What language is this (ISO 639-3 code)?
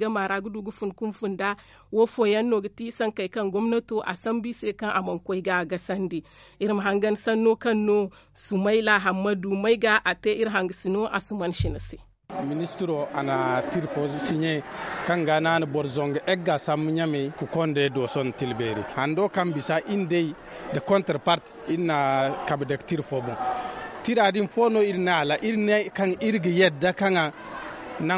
dje